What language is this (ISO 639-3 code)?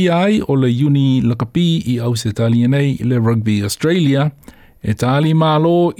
smo